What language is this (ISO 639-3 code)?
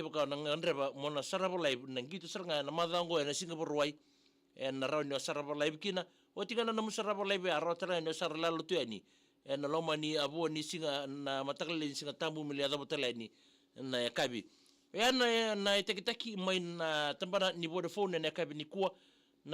fij